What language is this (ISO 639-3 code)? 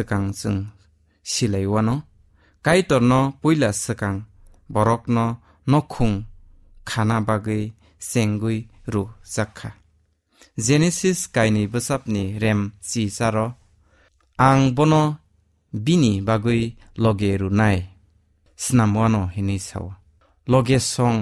trp